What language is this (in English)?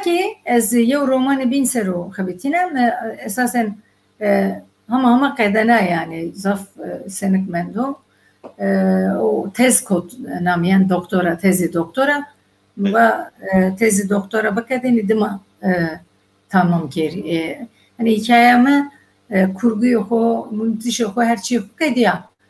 Zaza